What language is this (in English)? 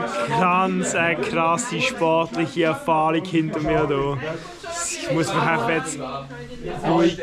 Swiss German